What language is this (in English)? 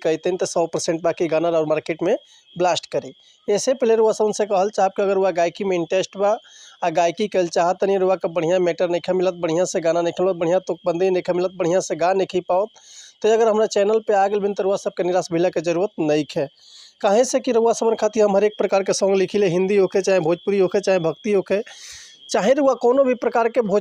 Bhojpuri